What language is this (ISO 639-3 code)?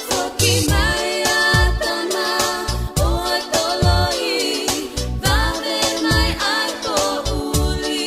ton